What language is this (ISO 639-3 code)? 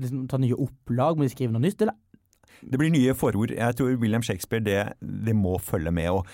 nor